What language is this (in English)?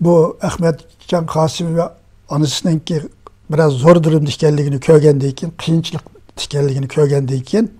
Uyghur